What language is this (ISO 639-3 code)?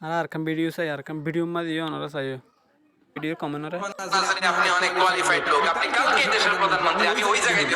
rhg